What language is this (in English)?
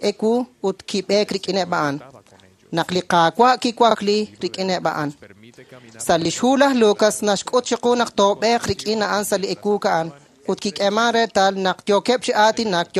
Kekchí